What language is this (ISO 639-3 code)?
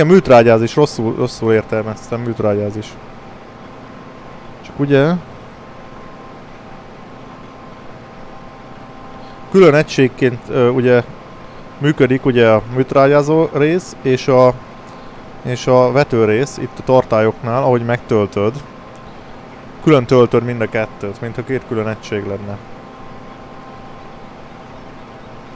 hun